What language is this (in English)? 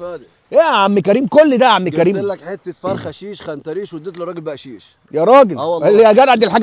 Egyptian Arabic